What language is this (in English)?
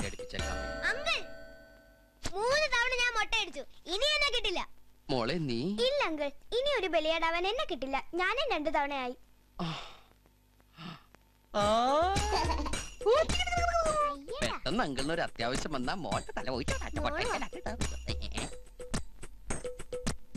Malayalam